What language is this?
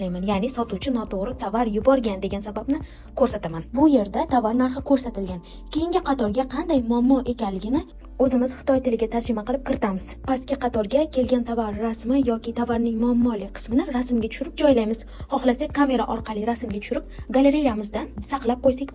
Uzbek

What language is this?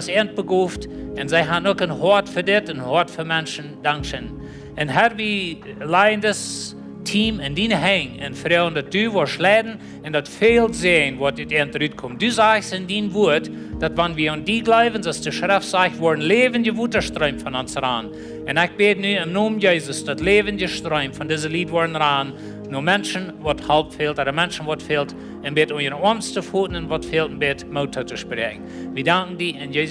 Plautdietsch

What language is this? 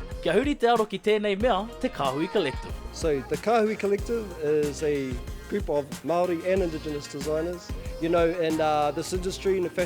Māori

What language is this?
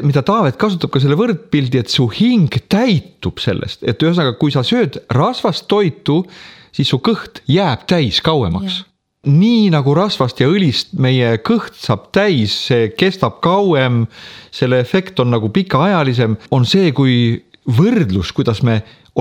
Estonian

